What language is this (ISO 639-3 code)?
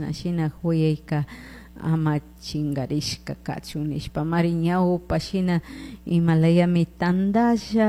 qug